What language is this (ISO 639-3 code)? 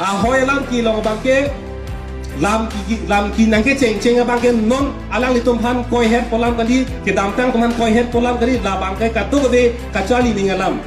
mjw